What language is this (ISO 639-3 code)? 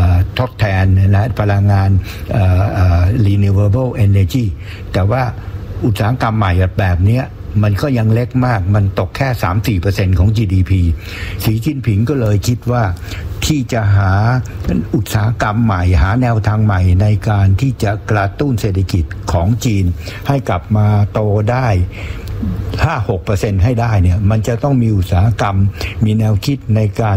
tha